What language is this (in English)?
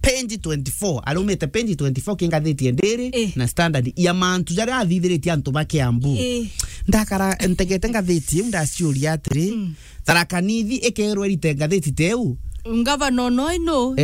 Meru